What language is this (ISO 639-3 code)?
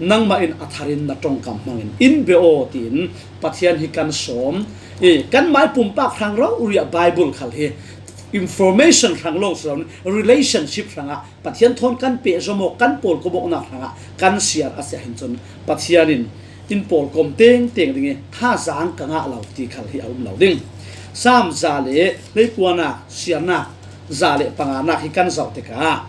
cfm